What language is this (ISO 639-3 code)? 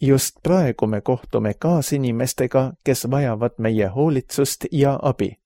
est